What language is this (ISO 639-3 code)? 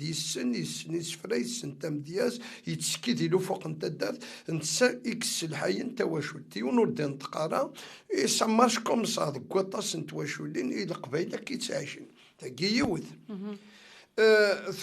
kab